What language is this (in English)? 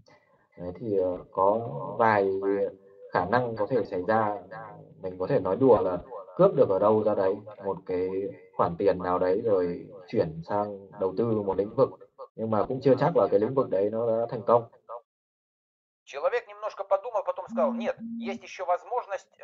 Russian